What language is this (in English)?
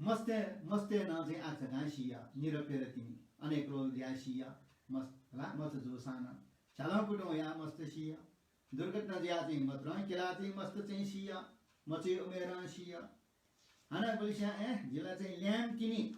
Newari